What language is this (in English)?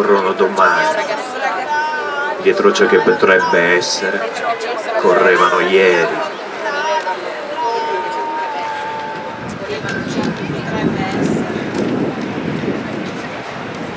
Italian